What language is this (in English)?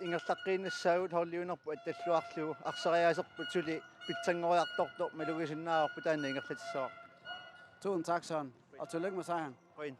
Kalaallisut